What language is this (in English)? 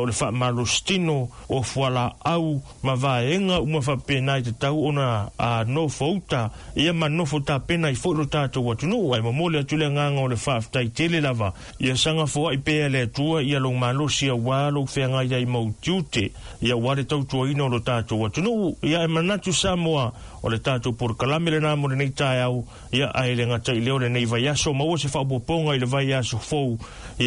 Samoan